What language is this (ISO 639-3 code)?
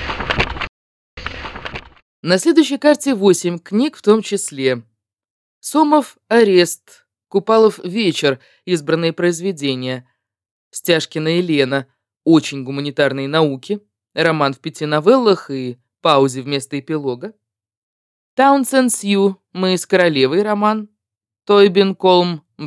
rus